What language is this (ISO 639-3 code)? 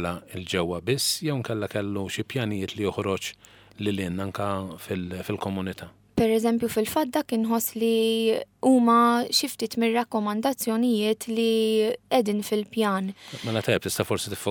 mlt